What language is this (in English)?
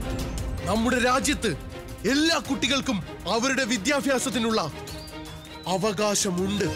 Malayalam